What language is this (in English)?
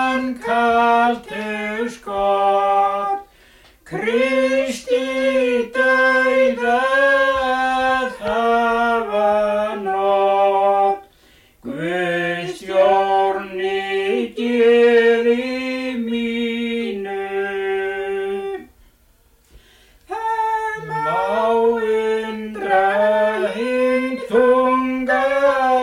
Icelandic